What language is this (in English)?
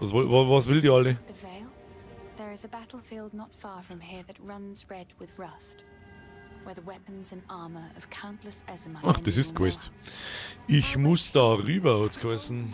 Bavarian